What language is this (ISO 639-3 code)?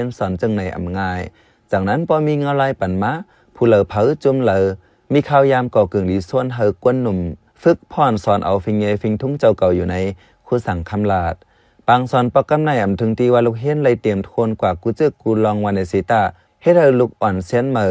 shn